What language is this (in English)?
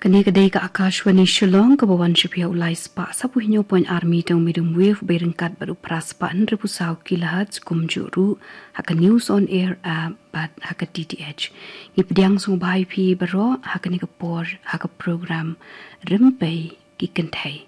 Khasi